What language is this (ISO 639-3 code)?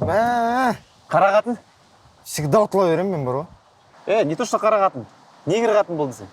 kaz